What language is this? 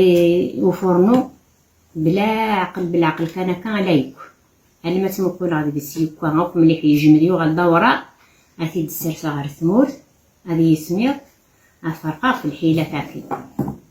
Kabyle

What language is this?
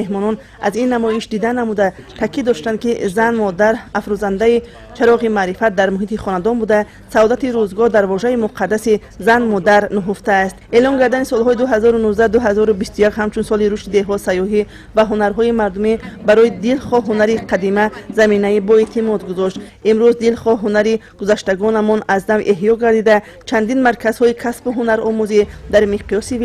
Tajik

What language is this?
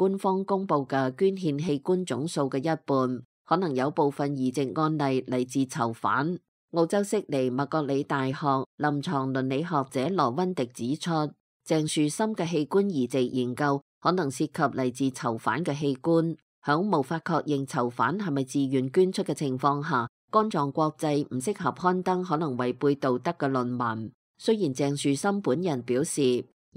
Cantonese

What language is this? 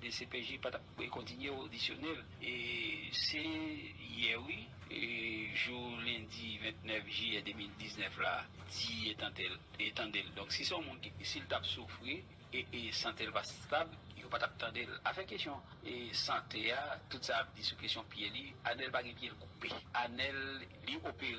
Haitian Creole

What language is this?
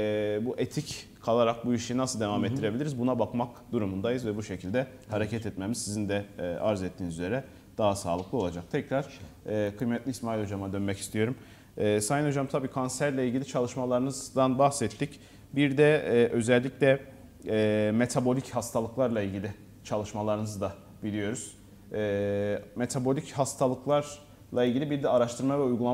Turkish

